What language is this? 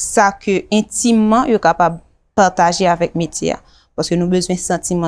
Haitian Creole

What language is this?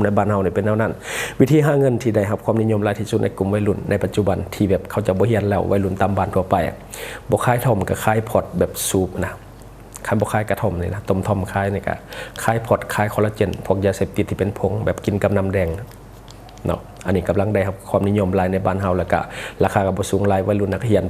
Lao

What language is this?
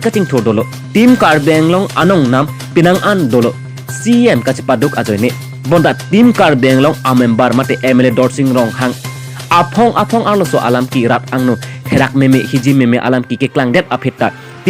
Karbi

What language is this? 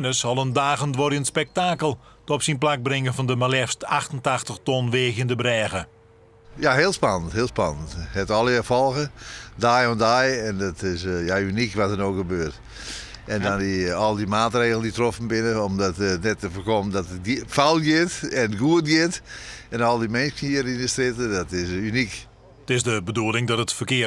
Western Frisian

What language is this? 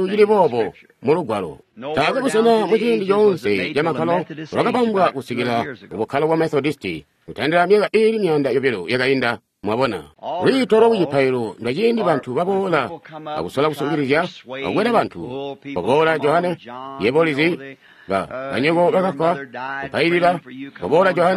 Tonga (Zambia)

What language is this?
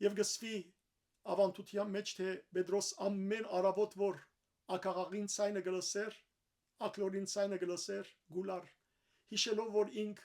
Western Armenian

